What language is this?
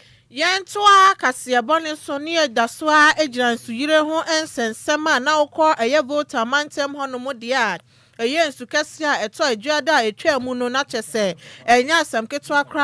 Akan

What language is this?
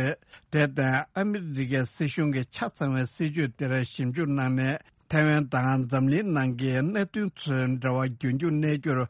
Tibetan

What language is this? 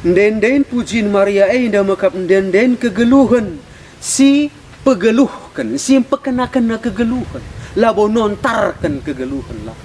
Batak Karo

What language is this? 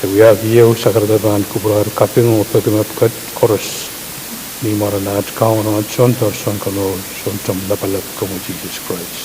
Pohnpeian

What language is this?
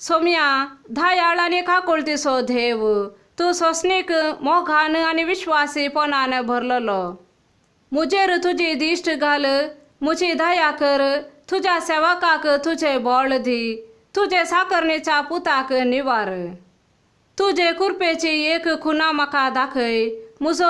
Konkani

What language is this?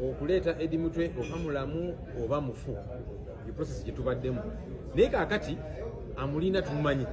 Ganda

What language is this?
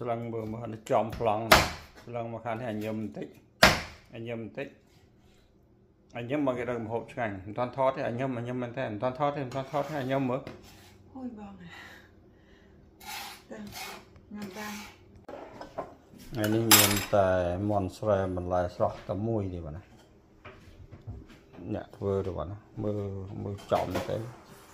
Vietnamese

